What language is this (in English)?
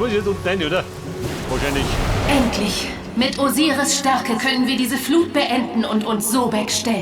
Bavarian